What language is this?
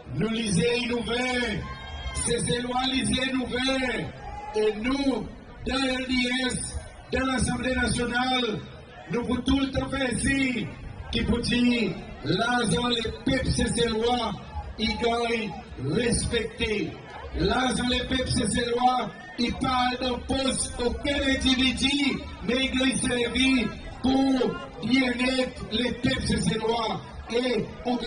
Seselwa Creole French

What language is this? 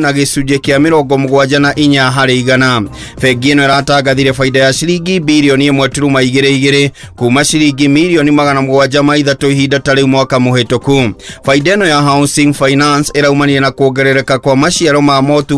Kikuyu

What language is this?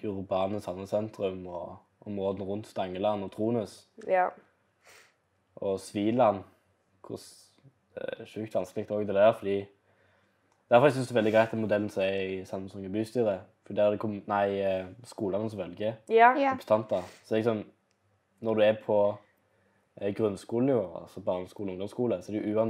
Norwegian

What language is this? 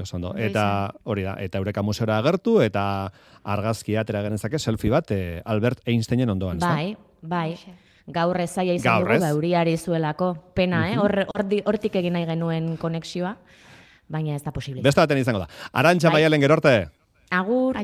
Basque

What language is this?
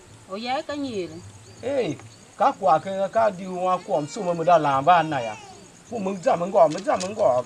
Tiv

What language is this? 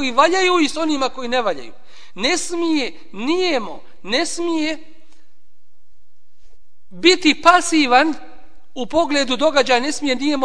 Bosnian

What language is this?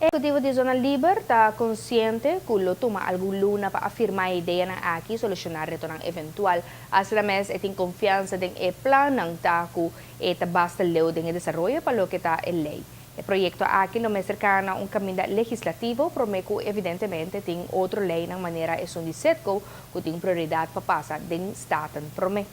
Papiamento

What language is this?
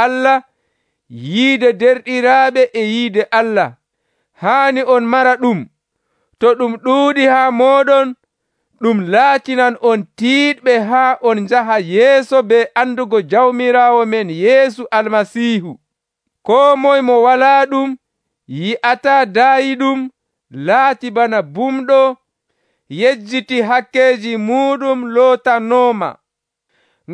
Nigerian Fulfulde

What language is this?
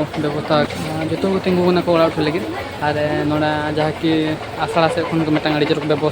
Santali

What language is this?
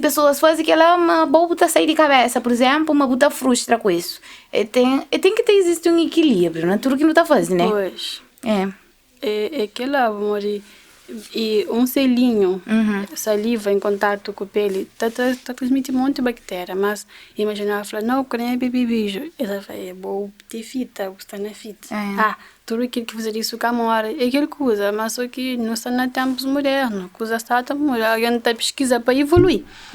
Kabuverdianu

